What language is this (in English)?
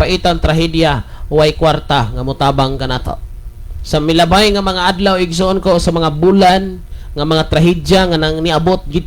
Cebuano